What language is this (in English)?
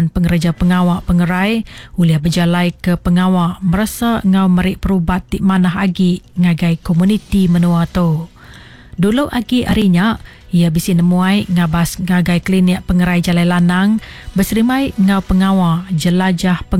Iban